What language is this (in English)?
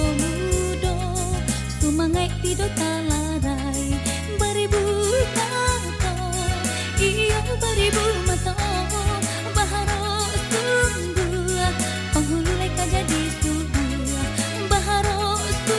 Minangkabau